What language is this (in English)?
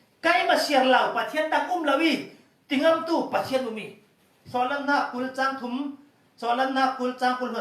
Falam Chin